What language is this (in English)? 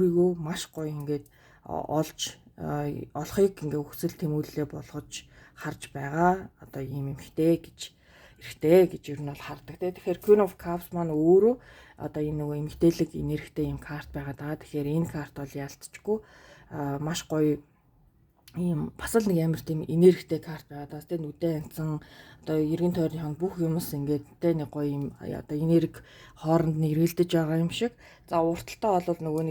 Mongolian